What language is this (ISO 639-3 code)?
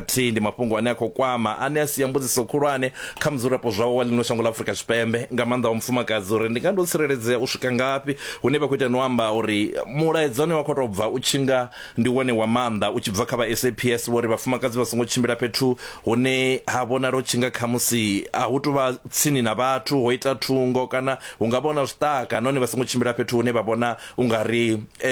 ven